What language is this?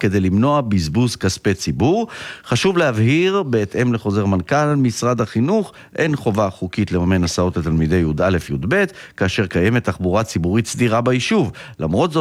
Hebrew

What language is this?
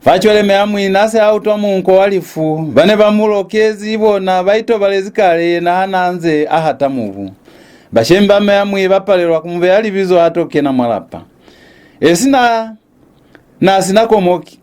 Lozi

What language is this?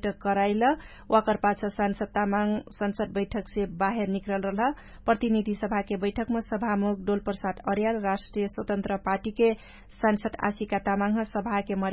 Dangaura Tharu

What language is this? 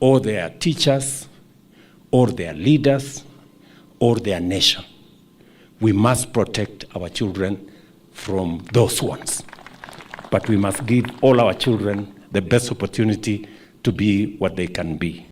Meru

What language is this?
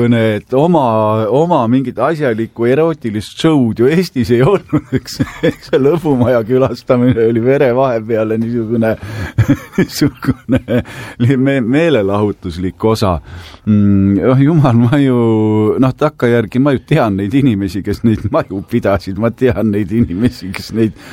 Estonian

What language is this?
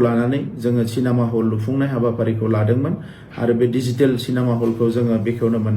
Bodo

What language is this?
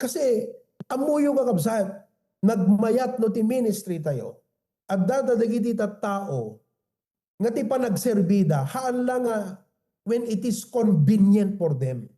Iloko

